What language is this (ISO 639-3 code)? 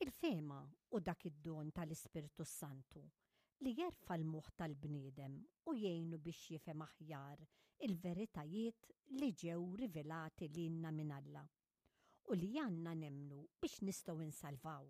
mlt